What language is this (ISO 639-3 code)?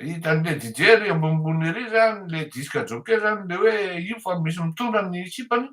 mlg